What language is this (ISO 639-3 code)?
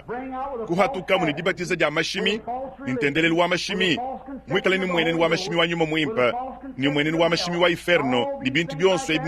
lua